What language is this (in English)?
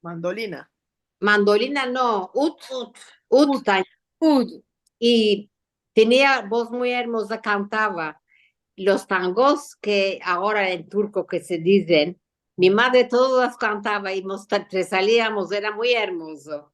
Ladino